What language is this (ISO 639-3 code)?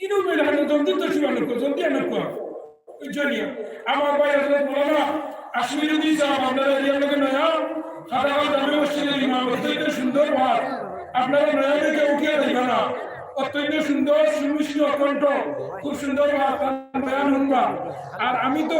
syl